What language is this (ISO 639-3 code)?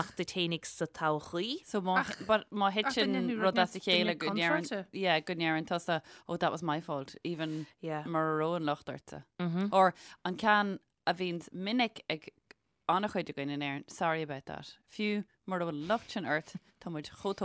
gle